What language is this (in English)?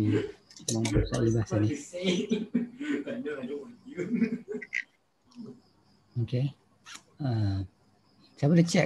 Malay